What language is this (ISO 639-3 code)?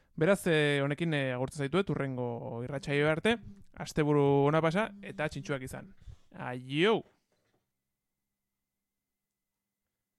eus